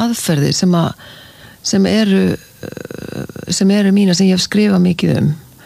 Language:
Icelandic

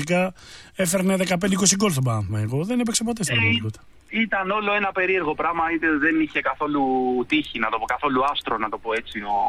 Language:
Greek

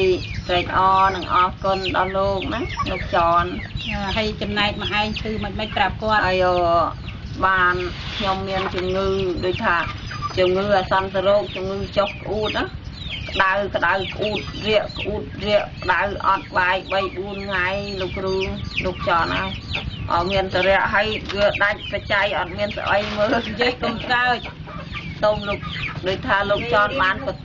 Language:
Khmer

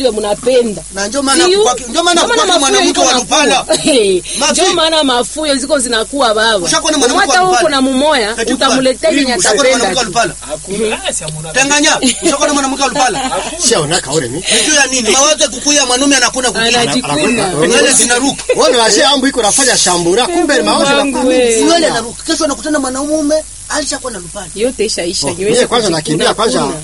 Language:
Swahili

